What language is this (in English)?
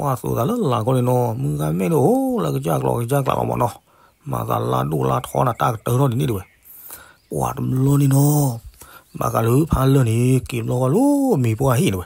S'gaw Karen